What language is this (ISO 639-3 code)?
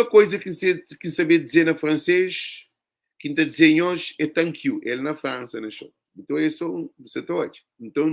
kea